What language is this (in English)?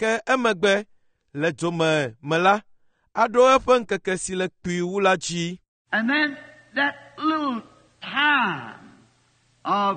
Ewe